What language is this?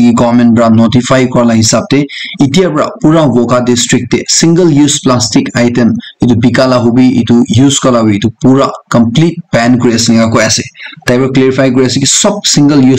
Naga Pidgin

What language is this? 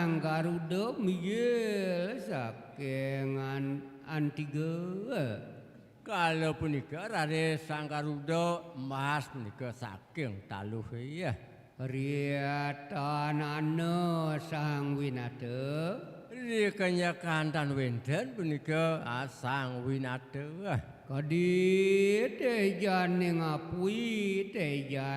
Balinese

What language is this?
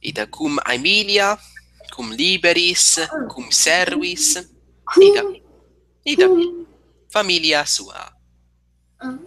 Latin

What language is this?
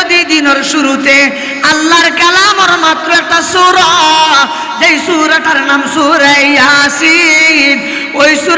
Sylheti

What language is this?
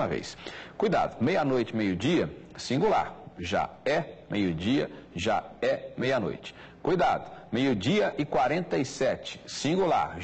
Portuguese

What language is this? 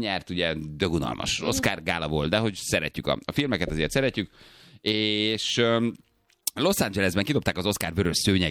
Hungarian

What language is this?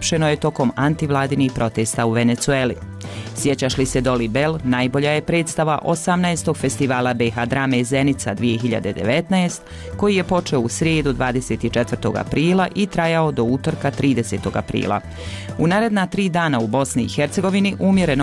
Bosnian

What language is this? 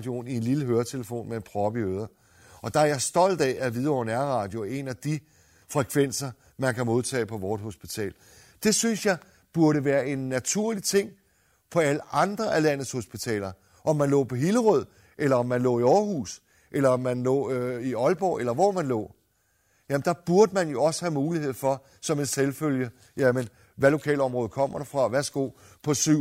Danish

